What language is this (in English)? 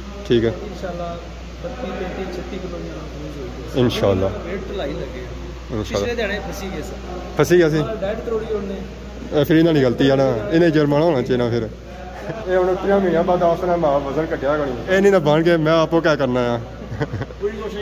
Pahari-Potwari